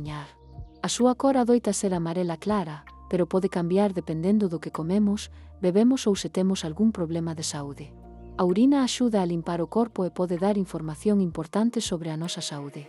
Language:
Galician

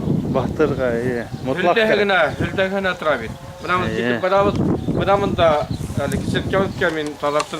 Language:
Bashkir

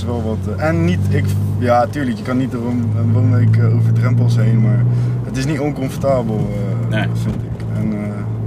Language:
Dutch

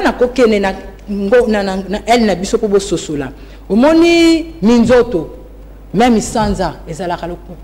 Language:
Lingala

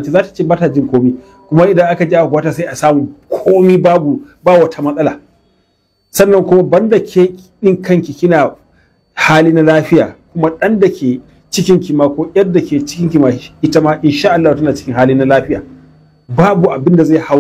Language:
Hausa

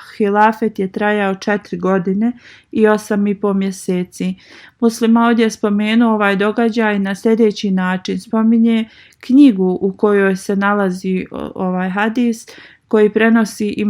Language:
Bosnian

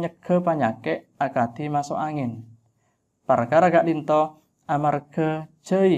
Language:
Madurese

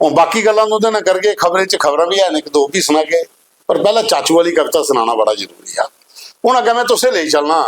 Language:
Dogri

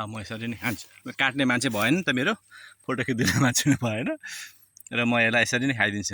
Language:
Nepali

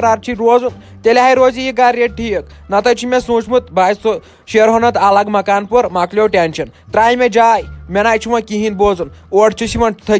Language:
Kashmiri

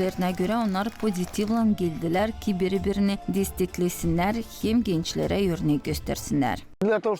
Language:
Gagauz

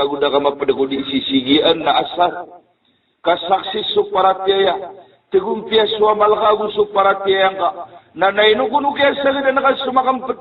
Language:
Maranao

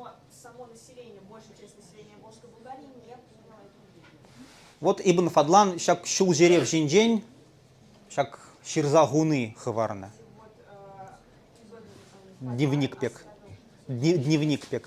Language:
Chuvash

